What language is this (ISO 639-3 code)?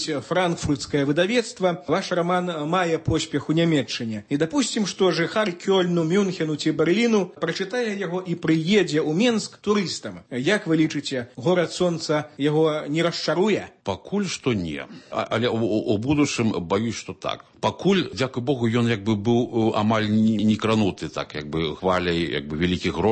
bel